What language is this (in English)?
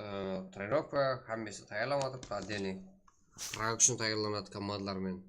Kara-Kalpak